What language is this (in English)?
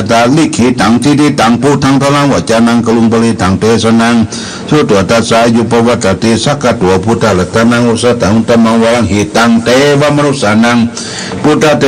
Pali